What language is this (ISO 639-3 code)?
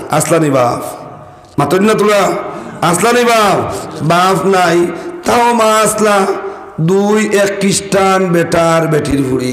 syl